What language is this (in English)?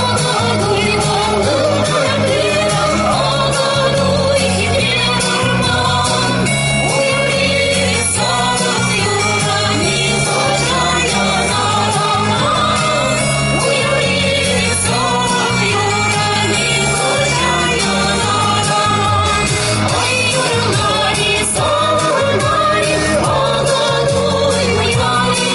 Chuvash